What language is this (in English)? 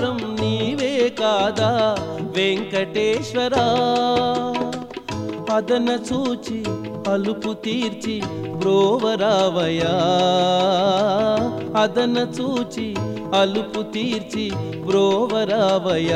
Telugu